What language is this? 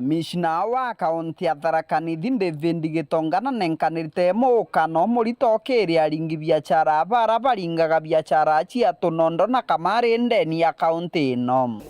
Meru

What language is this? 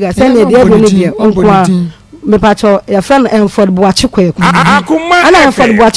Akan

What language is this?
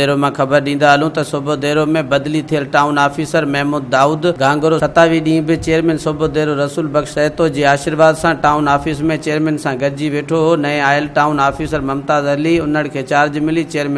Sindhi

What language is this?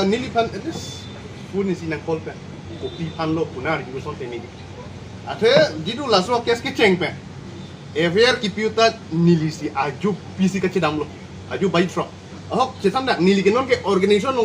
Karbi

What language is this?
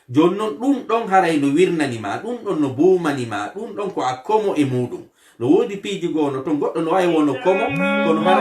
Fula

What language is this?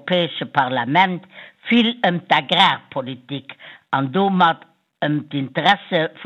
Luxembourgish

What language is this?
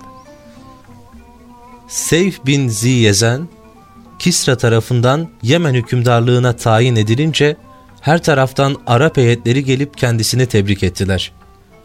Turkish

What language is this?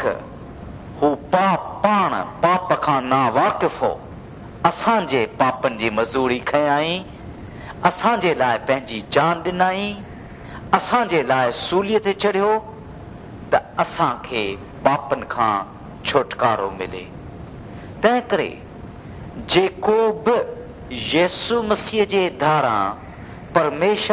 Sindhi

